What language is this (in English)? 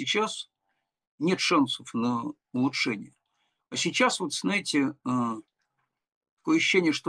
Russian